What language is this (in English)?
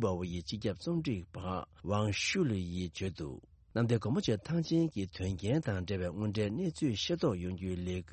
Tibetan